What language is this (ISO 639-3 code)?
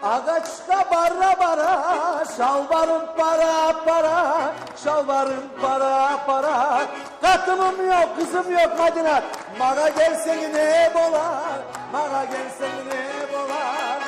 kum